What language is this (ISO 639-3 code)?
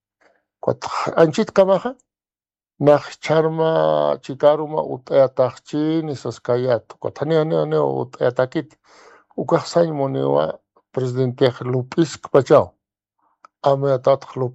aym